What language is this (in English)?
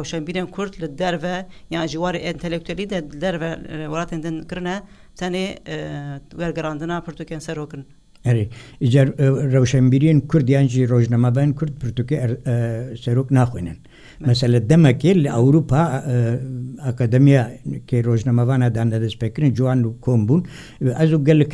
Kurdish